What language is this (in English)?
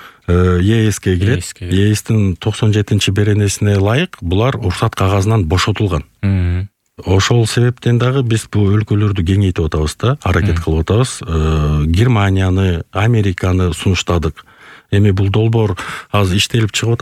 Kyrgyz